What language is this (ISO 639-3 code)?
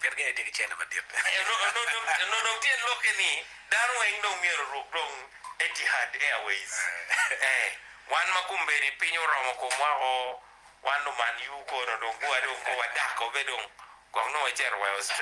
ach